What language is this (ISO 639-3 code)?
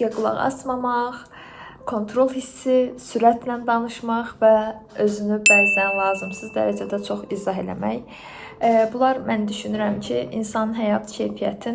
aze